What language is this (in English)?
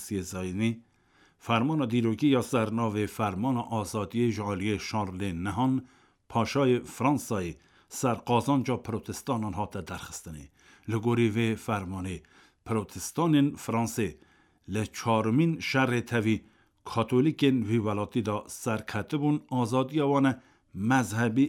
Kurdish